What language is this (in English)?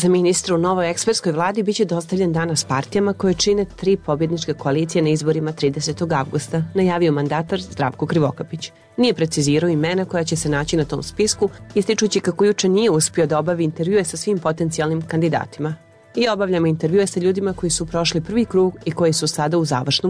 Serbian